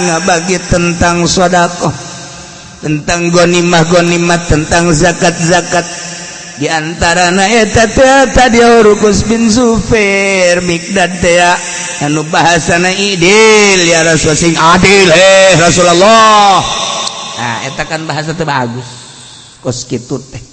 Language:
Sundanese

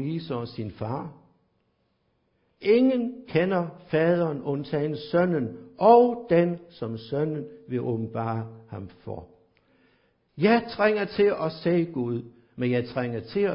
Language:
Danish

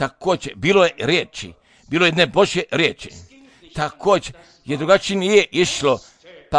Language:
Croatian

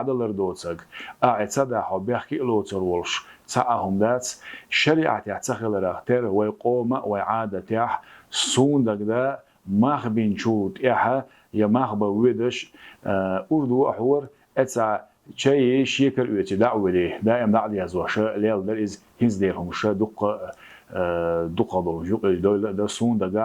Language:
Chechen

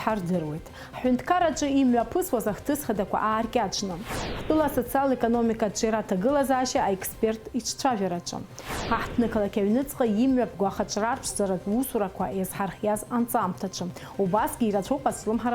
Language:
Abkhazian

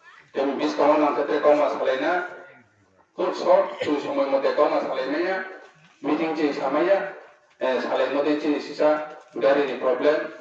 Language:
Riang (India)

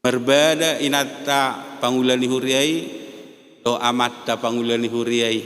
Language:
Batak Toba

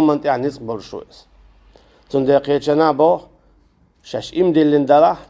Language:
Chechen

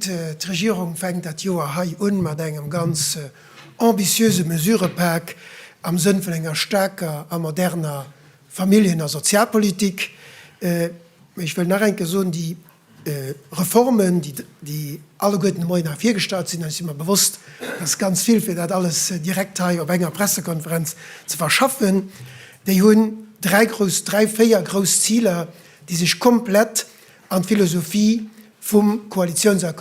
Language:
Luxembourgish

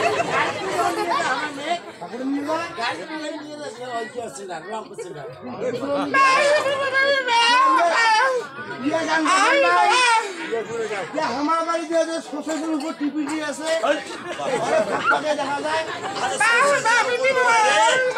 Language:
Bangla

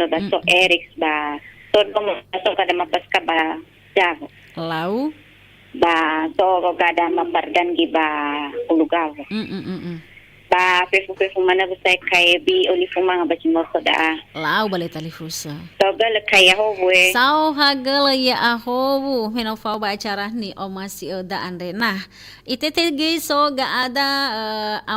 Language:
Nias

